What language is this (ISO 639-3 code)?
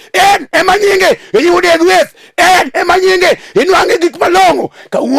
luo